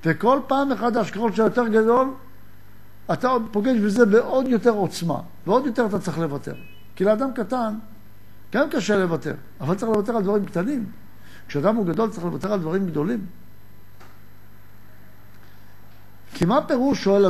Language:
Hebrew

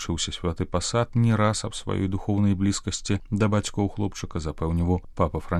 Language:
Belarusian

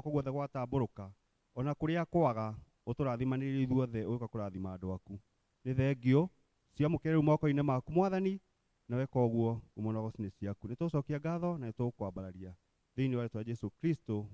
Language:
Kikuyu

